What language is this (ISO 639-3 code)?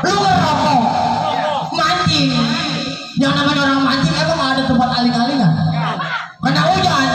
bew